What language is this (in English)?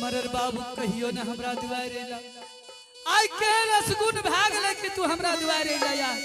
Angika